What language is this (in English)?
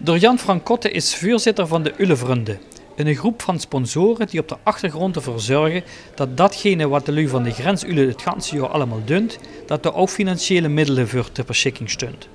Limburgish